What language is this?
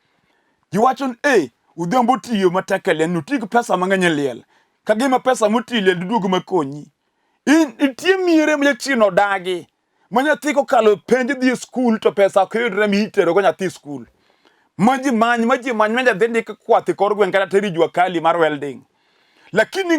Luo (Kenya and Tanzania)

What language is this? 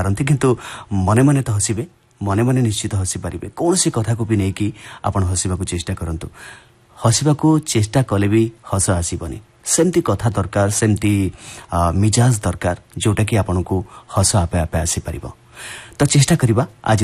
Odia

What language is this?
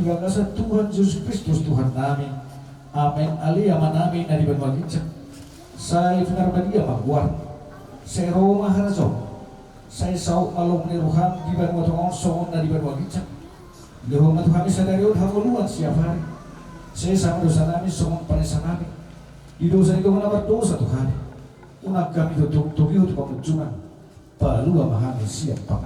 Batak Toba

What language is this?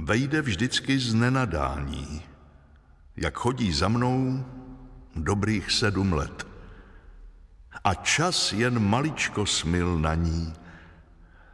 Czech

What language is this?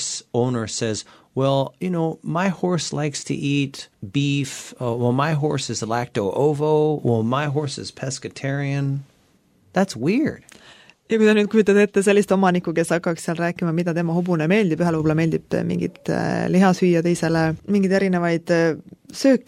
Estonian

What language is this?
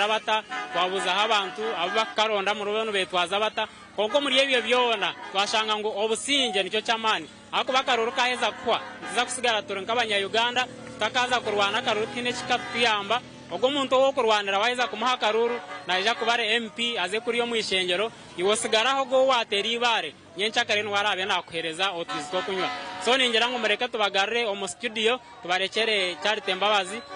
Nyankole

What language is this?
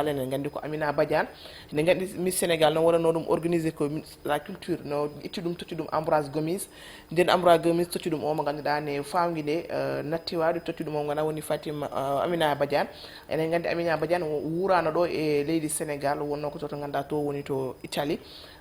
Fula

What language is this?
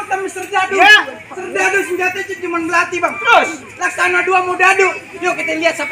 Betawi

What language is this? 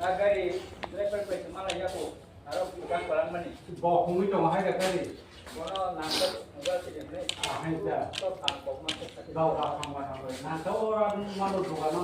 Kok Borok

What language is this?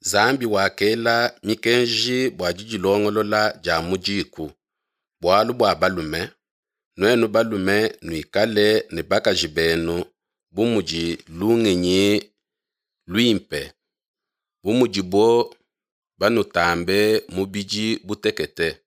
Luba-Lulua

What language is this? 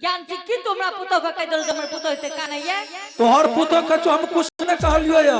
Angika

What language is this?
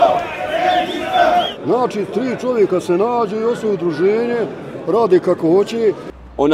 Bosnian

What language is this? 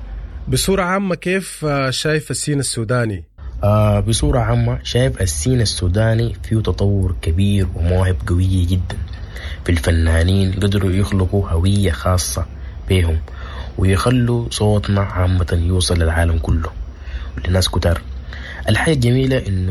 Sudanese Arabic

